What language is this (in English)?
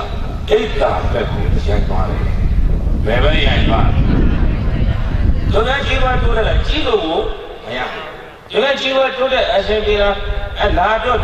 Burmese